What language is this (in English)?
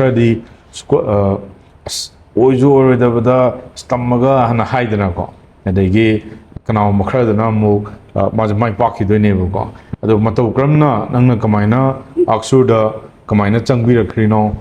Manipuri